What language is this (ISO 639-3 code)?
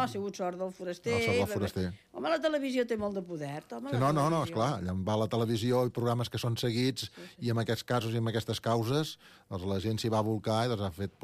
cat